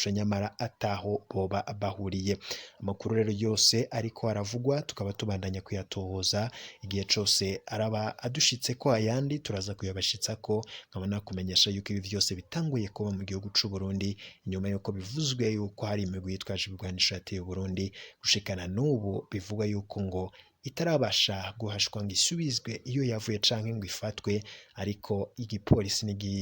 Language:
Rundi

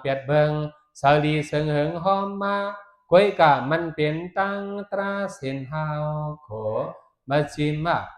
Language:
Shan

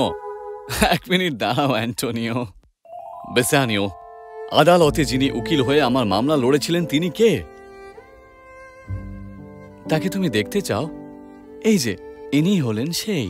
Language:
Bangla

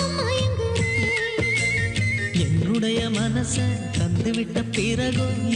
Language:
Tamil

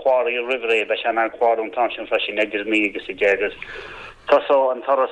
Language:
Irish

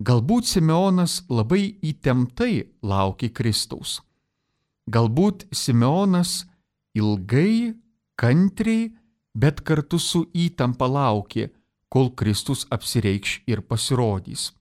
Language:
Lithuanian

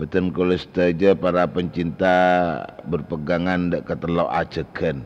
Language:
Madurese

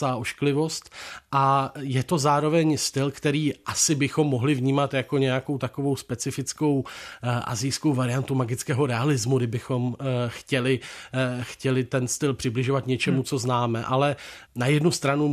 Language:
Czech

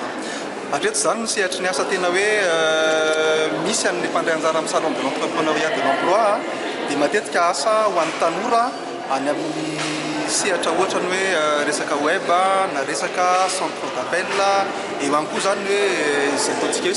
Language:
Malagasy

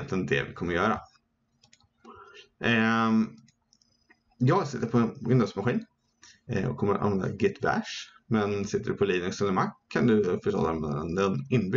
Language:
Swedish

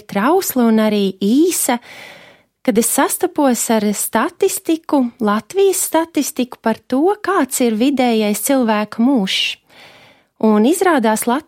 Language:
Latvian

